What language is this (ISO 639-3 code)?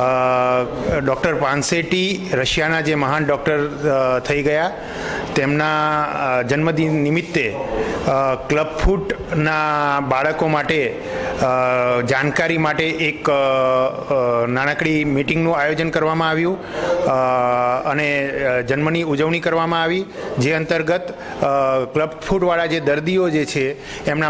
guj